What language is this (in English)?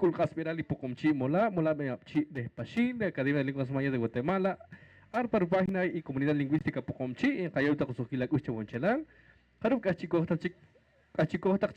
Poqomchi'